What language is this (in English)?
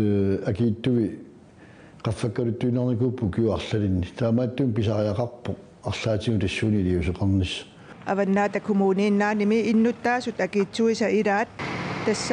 Kalaallisut